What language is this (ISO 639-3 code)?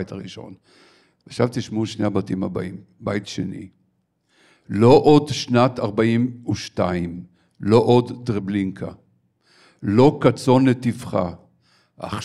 heb